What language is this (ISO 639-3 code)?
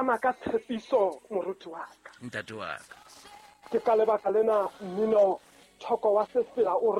sot